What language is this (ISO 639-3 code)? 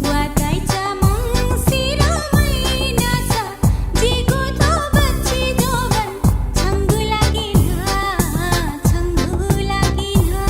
new